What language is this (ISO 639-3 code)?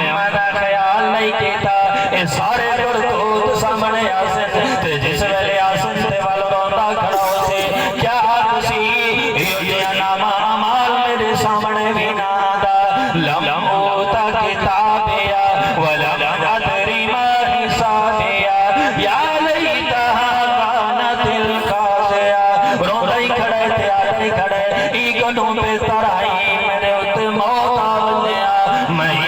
skr